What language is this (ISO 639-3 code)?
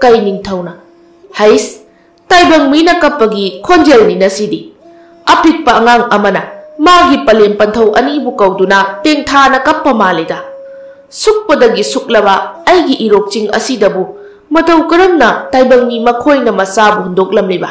mni